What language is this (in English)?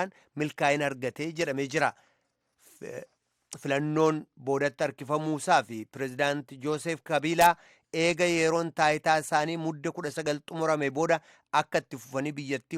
Oromo